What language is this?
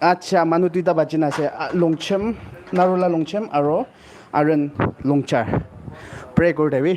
Naga Pidgin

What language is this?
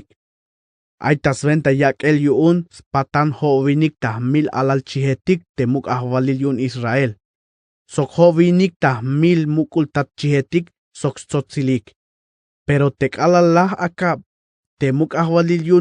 Tzeltal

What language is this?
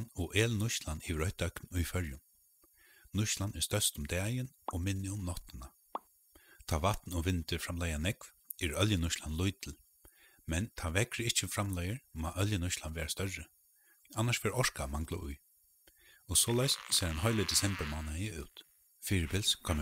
Faroese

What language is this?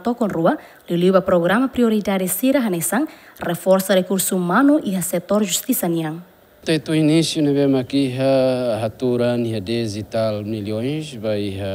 Tetum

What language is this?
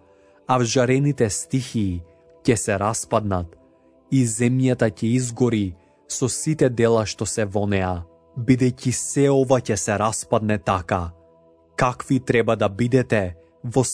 Macedonian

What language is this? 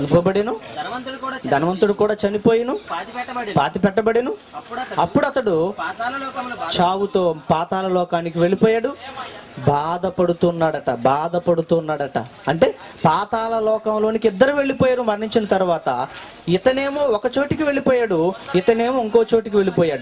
Telugu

